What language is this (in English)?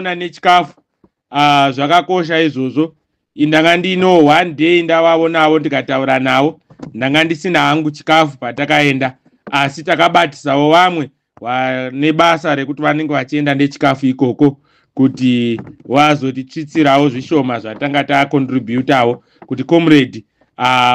Shona